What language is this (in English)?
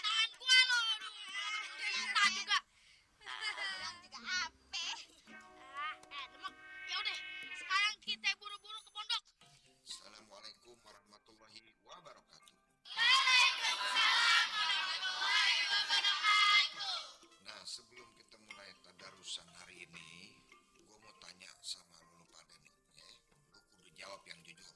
Betawi